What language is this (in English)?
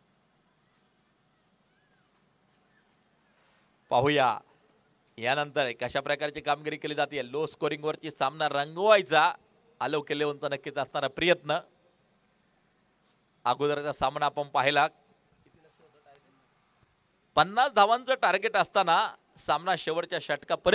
Marathi